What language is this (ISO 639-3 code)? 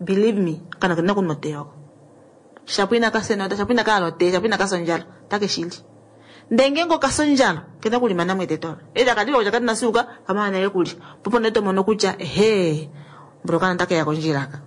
kua